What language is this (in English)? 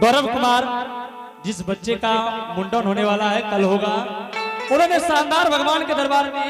Angika